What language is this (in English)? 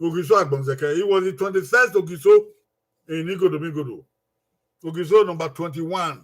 Bini